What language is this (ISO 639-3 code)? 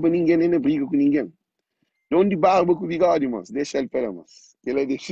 kea